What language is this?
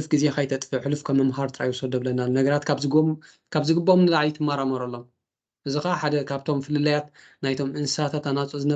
Tigrinya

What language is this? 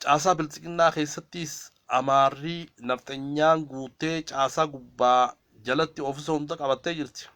Oromo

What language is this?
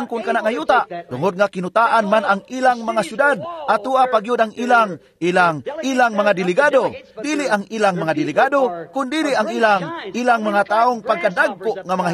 Cebuano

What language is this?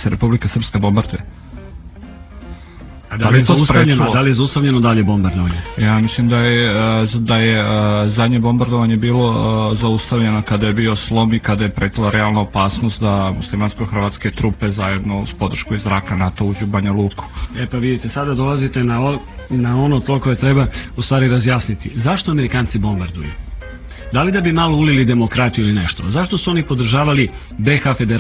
Serbian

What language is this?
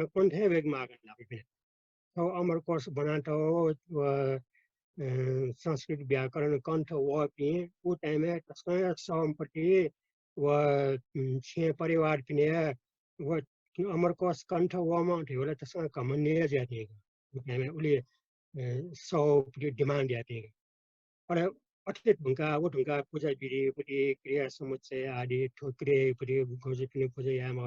Newari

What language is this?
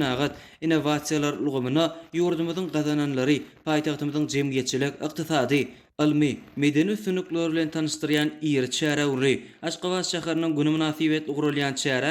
Turkmen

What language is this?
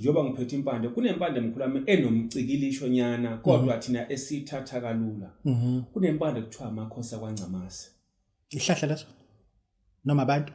Zulu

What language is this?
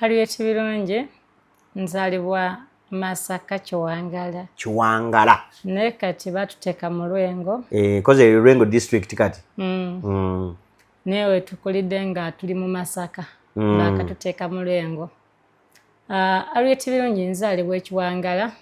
Ganda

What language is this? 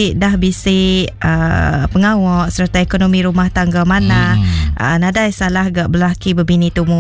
Iban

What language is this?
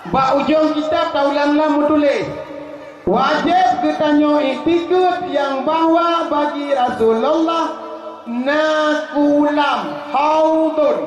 Achinese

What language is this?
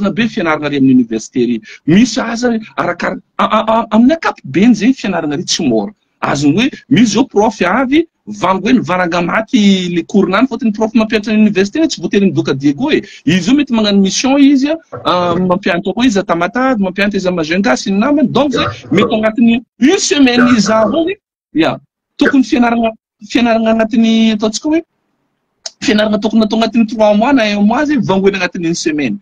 Malagasy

